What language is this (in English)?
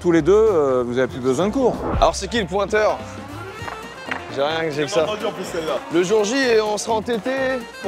French